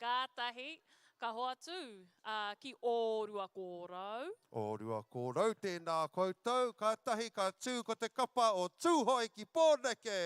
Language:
Māori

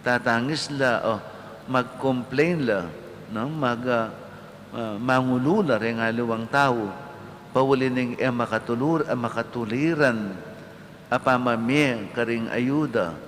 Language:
Pampanga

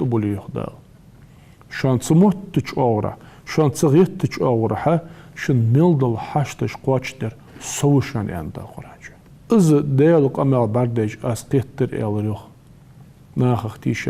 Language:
Ingush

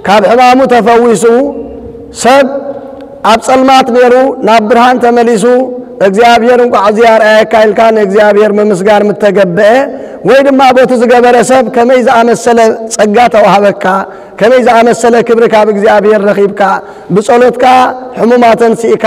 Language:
Tigrinya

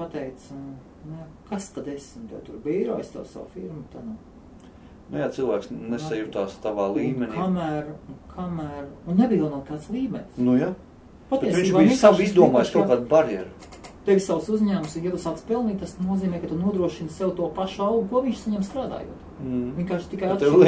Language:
Latvian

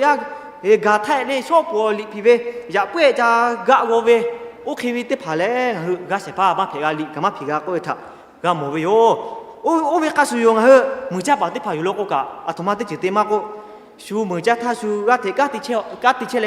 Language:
Lahu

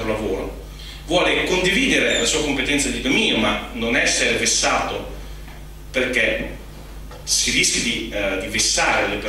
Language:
Italian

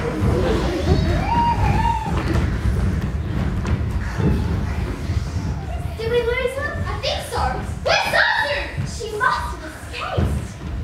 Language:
English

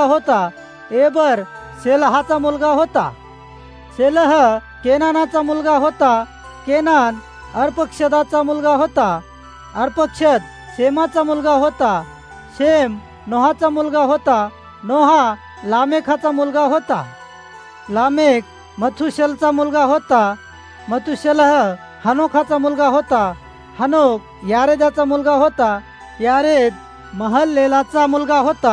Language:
Marathi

